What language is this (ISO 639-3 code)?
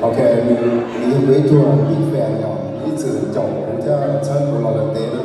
hmn